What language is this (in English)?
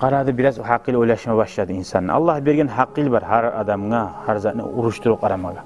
Kumyk